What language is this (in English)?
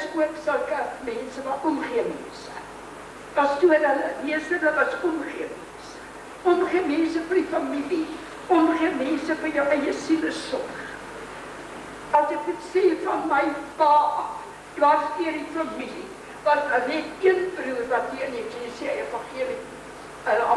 Afrikaans